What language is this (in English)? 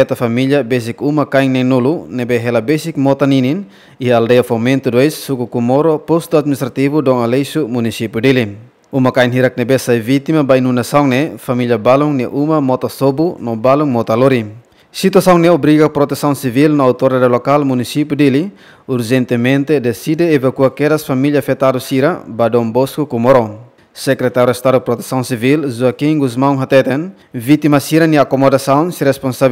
Tetum